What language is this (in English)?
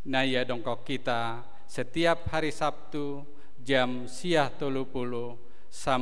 Batak Simalungun